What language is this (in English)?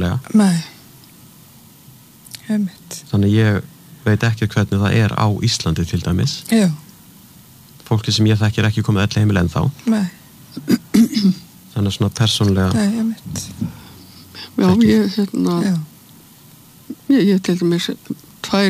Icelandic